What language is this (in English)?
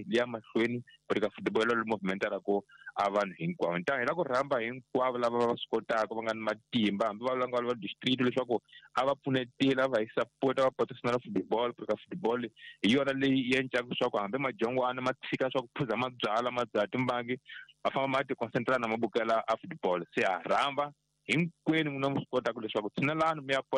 Tsonga